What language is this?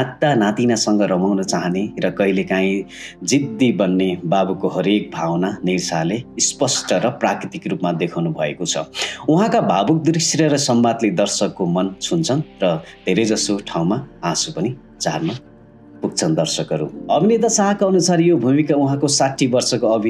Nepali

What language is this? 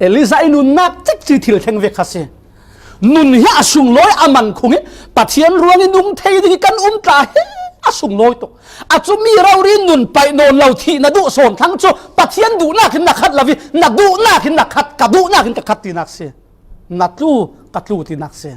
Falam Chin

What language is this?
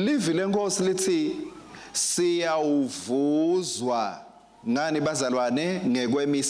Swati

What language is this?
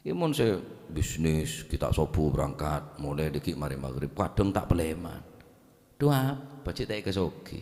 Madurese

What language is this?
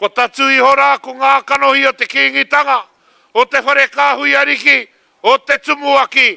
Māori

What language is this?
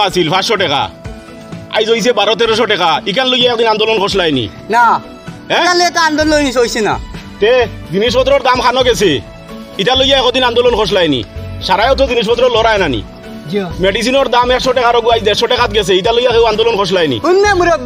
Sylheti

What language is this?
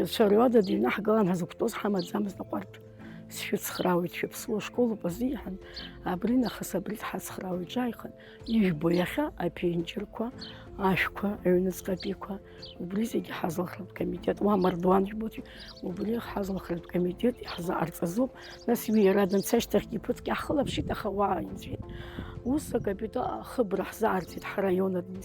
Abkhazian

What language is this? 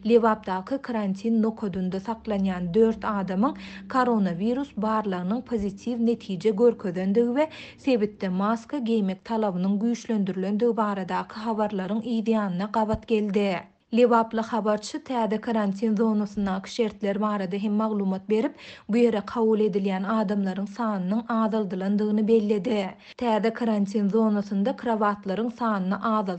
Turkmen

